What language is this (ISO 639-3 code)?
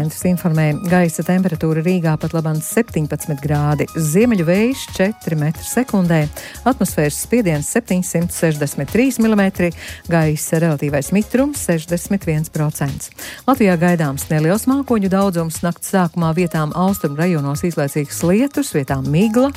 lav